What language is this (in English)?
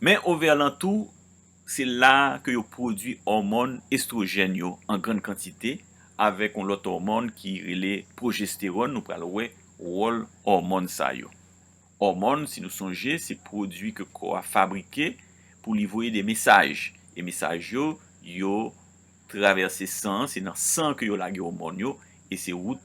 Haitian Creole